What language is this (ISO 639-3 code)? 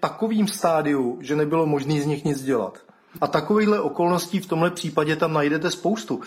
ces